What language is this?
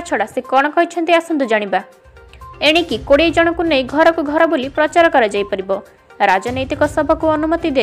Odia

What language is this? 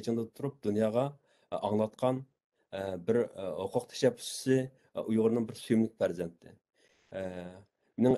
Uyghur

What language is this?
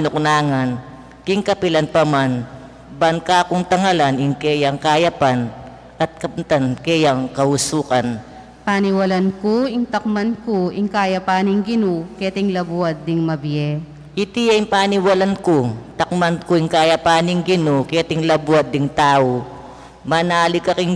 Pampanga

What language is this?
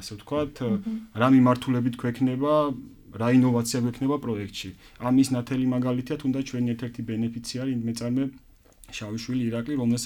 Georgian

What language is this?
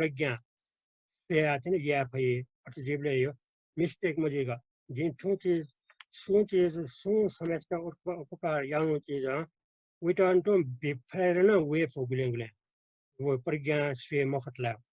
Newari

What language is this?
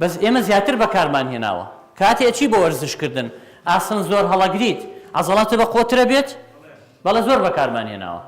Central Kurdish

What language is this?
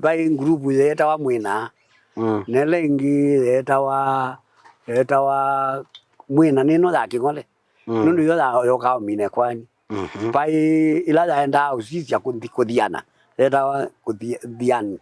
Kamba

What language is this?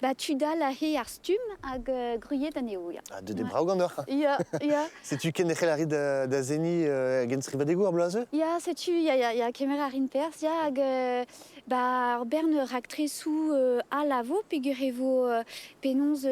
Breton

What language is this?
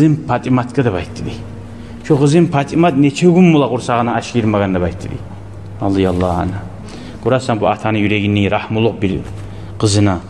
Kumyk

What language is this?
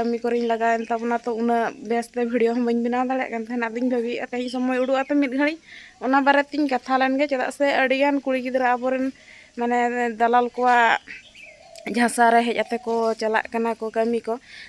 Santali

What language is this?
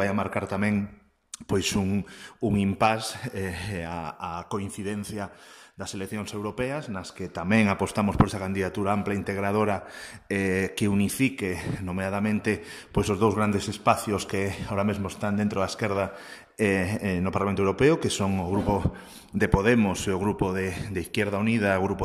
Galician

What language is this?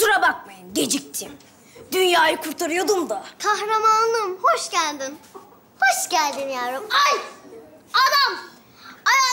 Turkish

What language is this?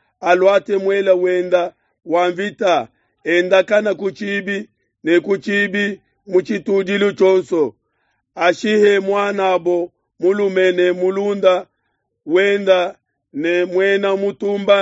Luba-Lulua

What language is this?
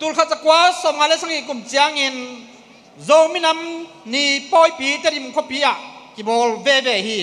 Tedim Chin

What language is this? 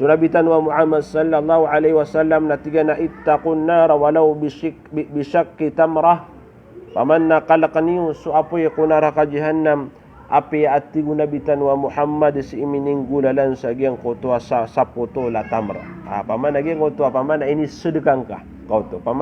Maranao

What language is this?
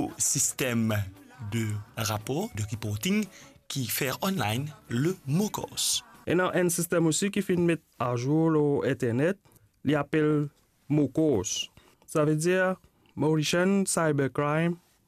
Morisyen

